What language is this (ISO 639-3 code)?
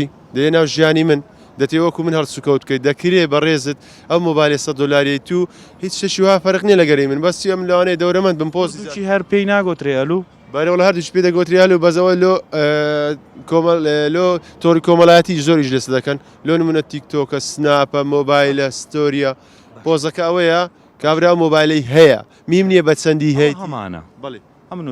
ckb